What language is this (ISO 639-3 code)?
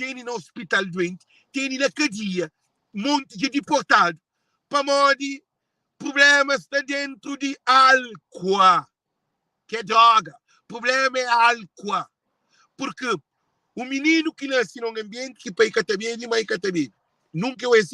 kea